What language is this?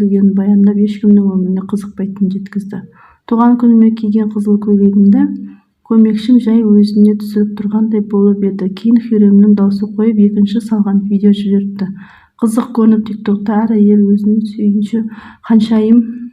Kazakh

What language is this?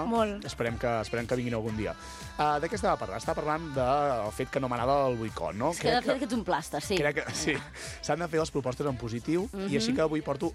Catalan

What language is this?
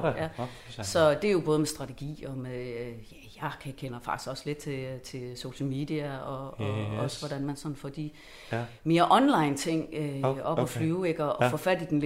Danish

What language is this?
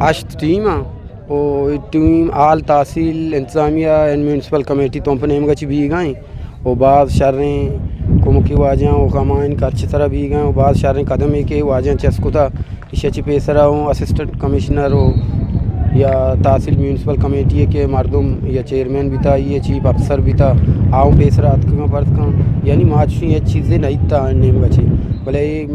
Eastern Balochi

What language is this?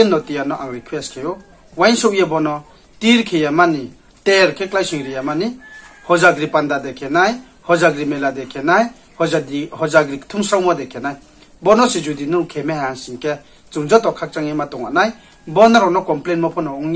Riang (India)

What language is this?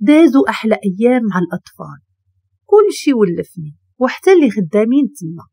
Moroccan Arabic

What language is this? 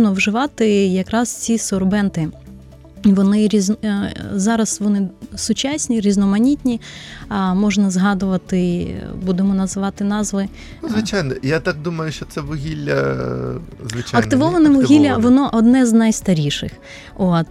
Ukrainian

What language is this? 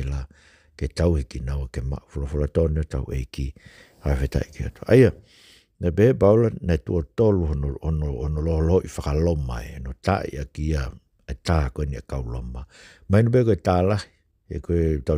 Tongan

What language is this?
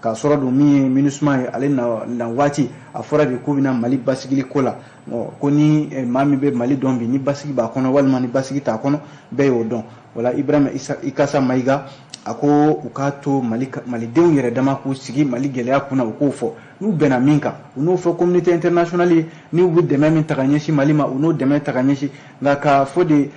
Bambara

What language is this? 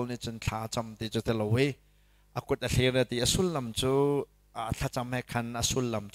Hakha Chin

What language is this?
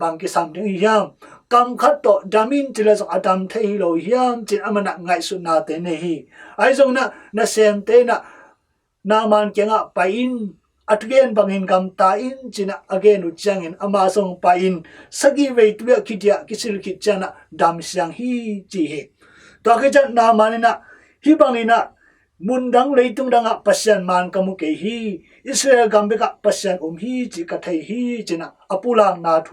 Tedim Chin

